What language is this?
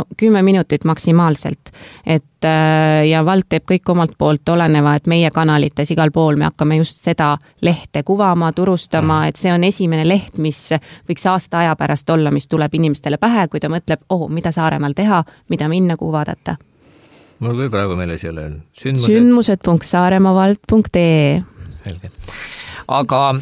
Estonian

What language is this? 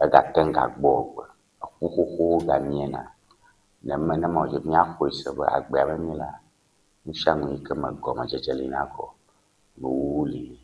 Ewe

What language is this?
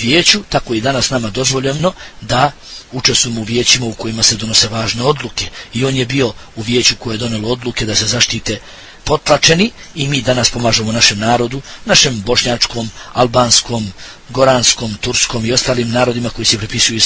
Bosnian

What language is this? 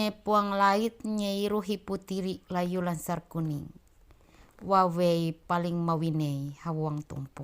Ma'anyan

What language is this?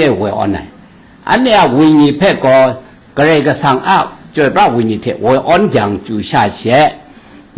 Kachin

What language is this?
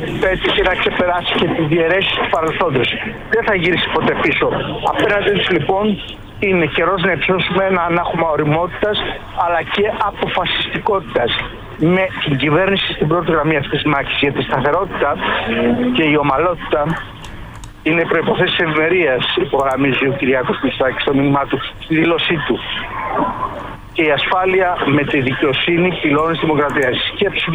Greek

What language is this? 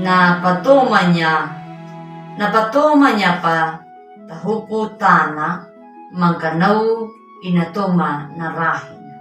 Anakalangu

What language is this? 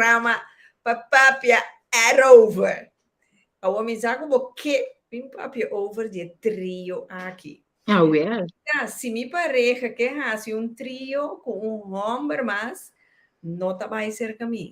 Papiamento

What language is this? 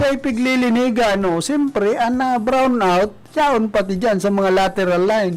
Bikol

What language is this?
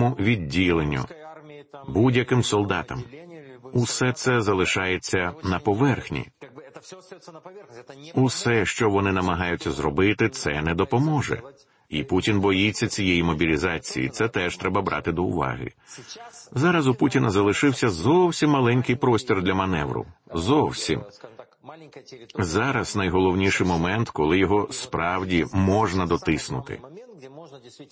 Ukrainian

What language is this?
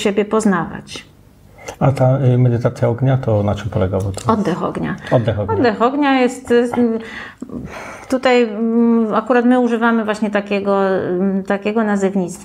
Polish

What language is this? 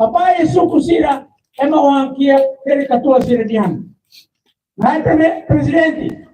Tetum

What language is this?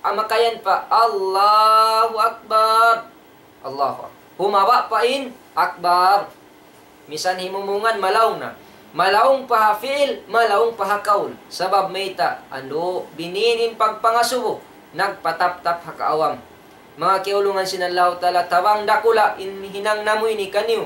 Tausug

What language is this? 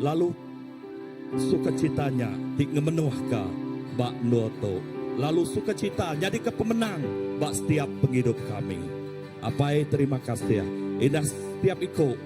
Iban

